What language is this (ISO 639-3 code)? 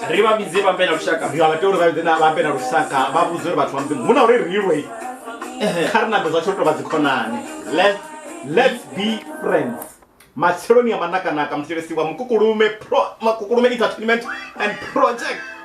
ven